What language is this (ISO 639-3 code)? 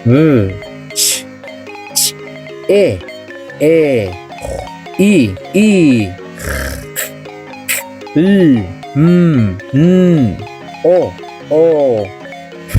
kek